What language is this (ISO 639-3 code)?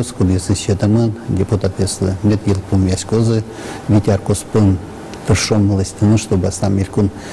udm